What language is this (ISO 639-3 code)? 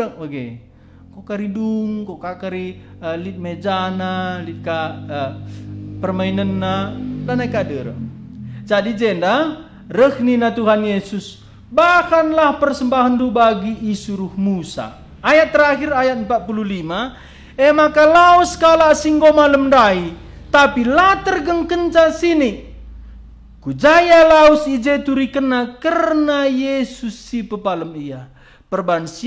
btx